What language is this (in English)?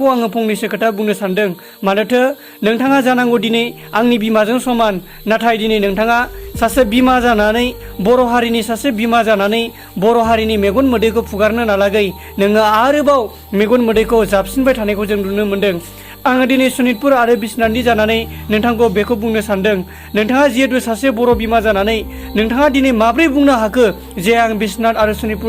Bodo